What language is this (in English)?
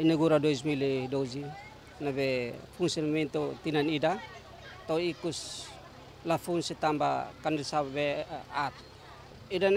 Tetum